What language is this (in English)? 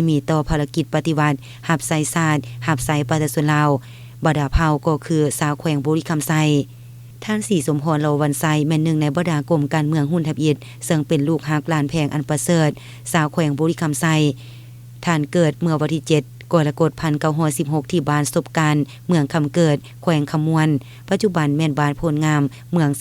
Lao